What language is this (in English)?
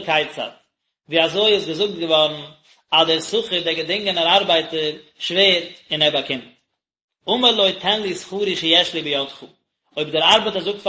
Yiddish